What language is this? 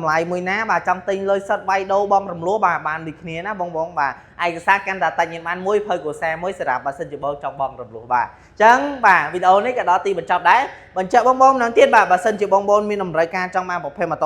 Khmer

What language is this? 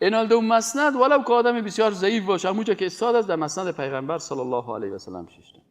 Persian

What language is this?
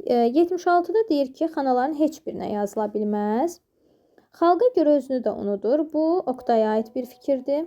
Azerbaijani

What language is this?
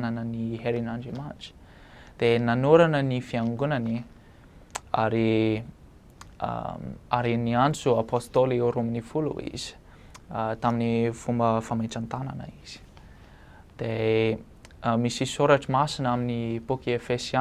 Malagasy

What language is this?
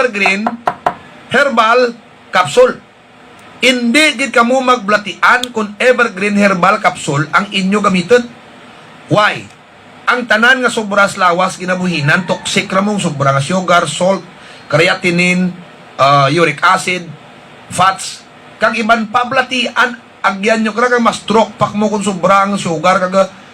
Hiligaynon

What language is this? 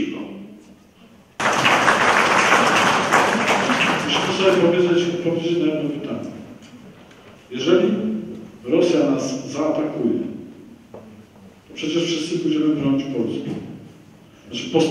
Polish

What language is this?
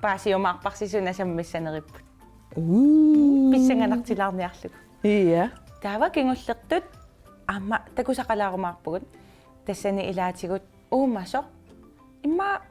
Kalaallisut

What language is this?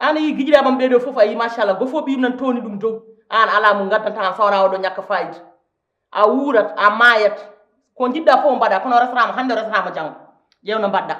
Fula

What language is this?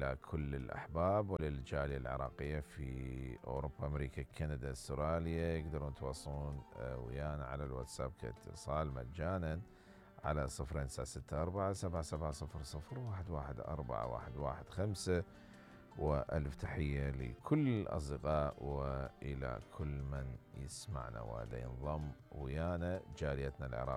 Mesopotamian Arabic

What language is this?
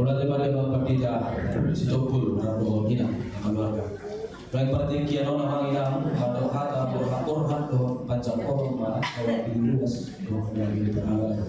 Batak Toba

